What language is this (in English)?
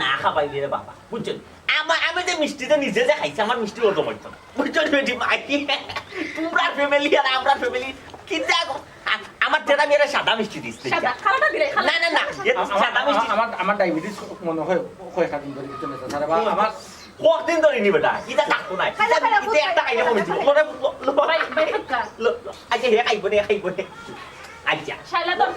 Sylheti